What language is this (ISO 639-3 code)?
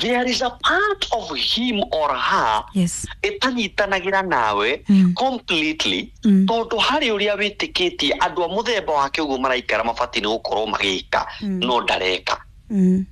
kik